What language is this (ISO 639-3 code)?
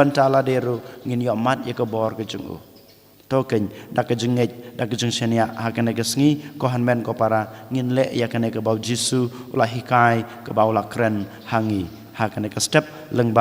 kha